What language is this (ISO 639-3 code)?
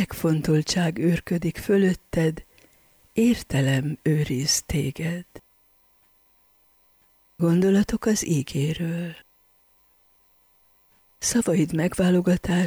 hun